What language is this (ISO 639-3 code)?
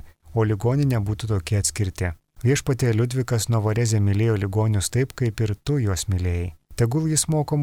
lit